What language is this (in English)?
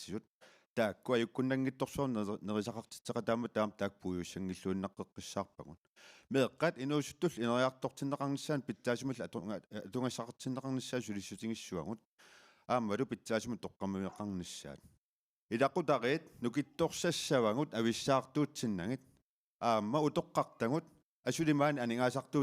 Kalaallisut